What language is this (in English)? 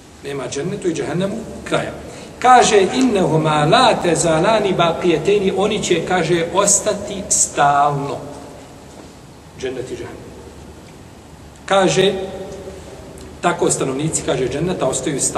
Bosnian